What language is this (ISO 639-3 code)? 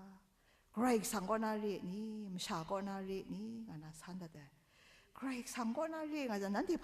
kac